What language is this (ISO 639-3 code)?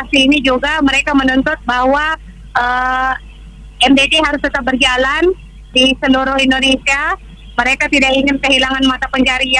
ind